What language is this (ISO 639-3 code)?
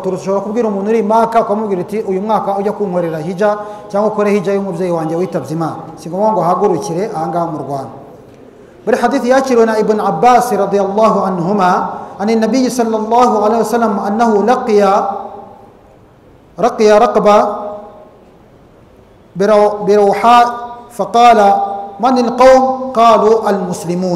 kin